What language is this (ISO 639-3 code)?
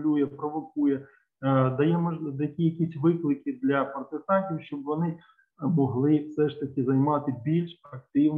ukr